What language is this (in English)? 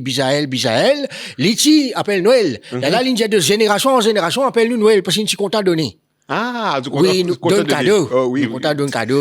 Morisyen